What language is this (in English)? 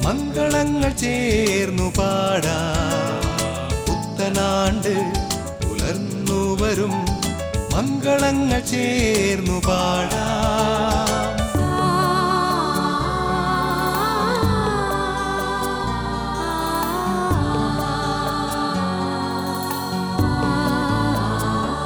Malayalam